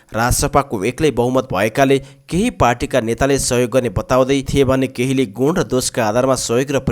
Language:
Nepali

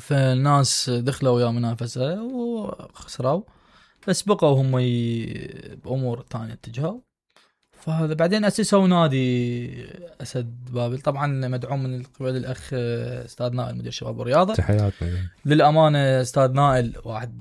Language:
Mesopotamian Arabic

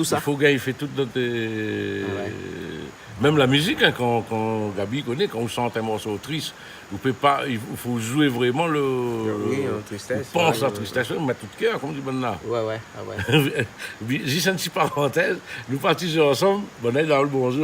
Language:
Réunion Creole French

